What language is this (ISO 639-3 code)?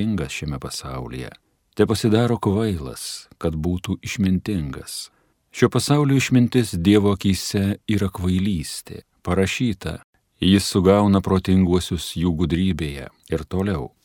lit